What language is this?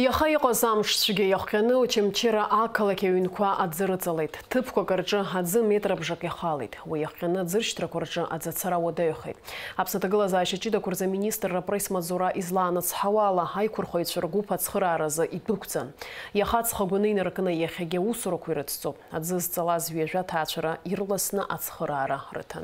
Abkhazian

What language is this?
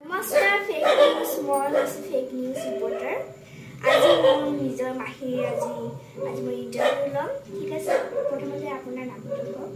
Assamese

